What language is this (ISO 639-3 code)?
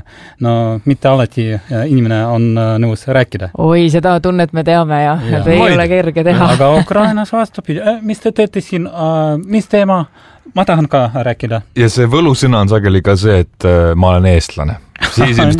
est